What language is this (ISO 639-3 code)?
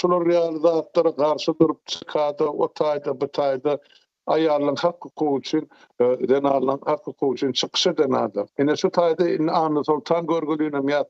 tuk